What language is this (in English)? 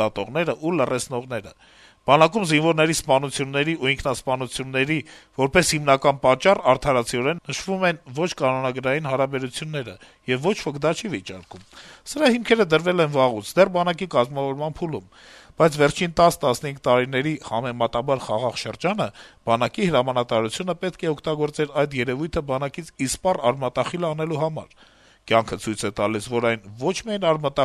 Armenian